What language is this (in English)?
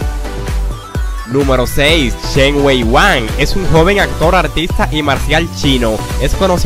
Spanish